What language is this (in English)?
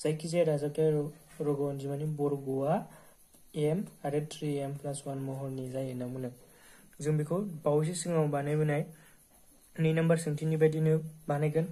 Bodo